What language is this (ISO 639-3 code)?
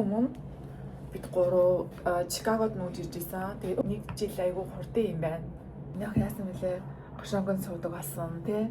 mon